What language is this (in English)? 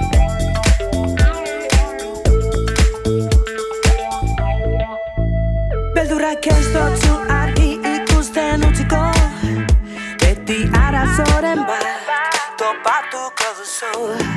Basque